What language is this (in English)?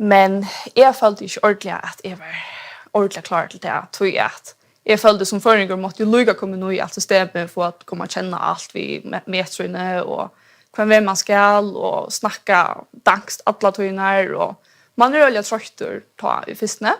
Faroese